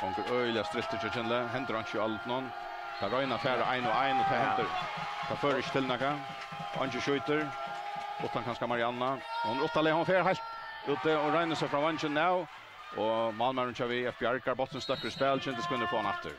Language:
Faroese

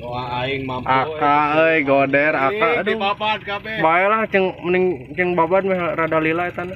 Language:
Sundanese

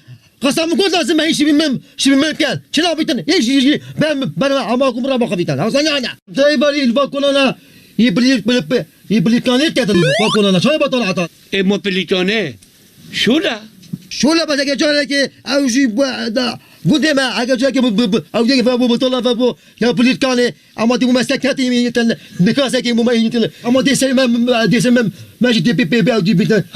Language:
Kurdish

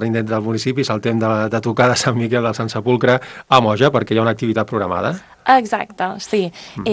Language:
Catalan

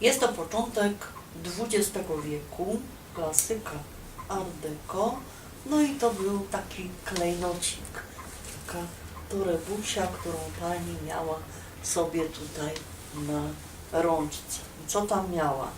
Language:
Silesian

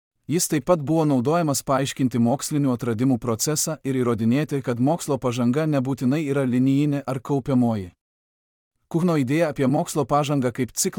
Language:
Lithuanian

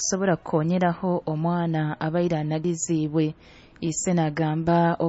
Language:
Nyoro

